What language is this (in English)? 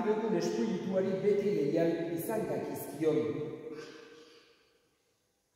Basque